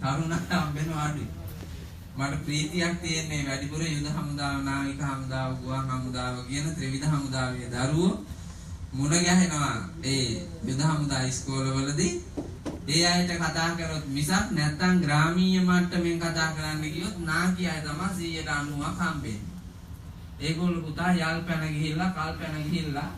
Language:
Sinhala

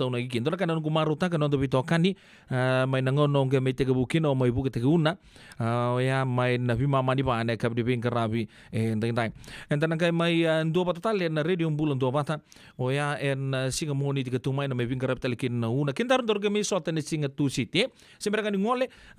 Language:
Fijian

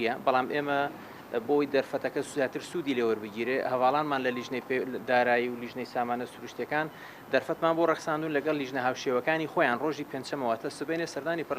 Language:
Central Kurdish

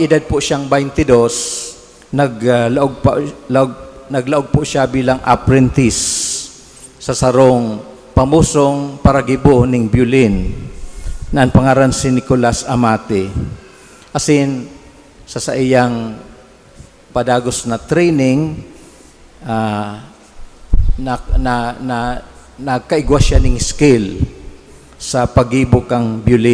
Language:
Bikol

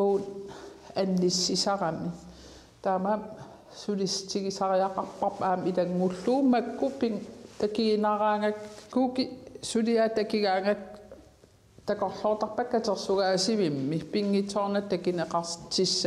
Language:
Kalaallisut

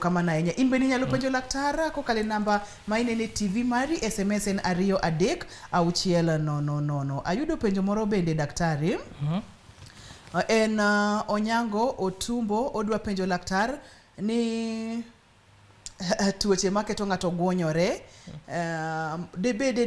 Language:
Luo (Kenya and Tanzania)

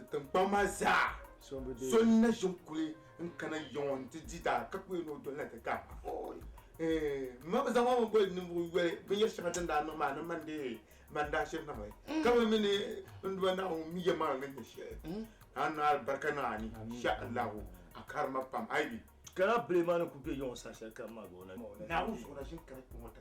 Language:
Dagbani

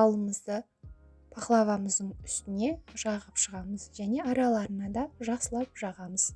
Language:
Kazakh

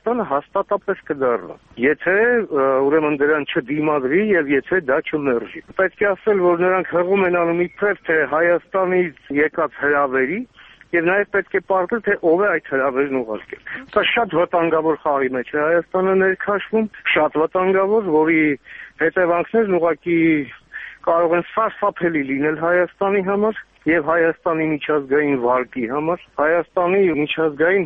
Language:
Armenian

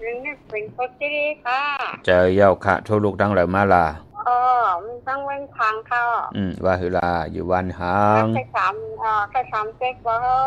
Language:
Shan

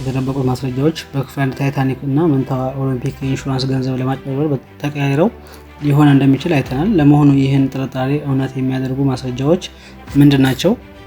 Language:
Amharic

